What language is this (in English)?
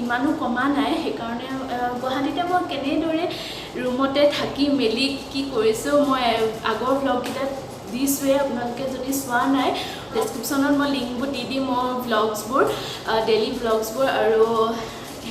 Assamese